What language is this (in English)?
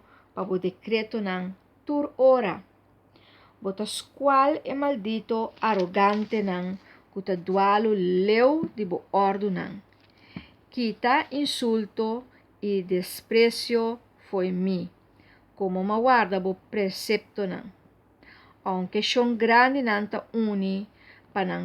Papiamento